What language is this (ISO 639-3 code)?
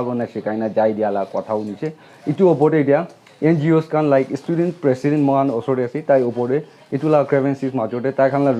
nag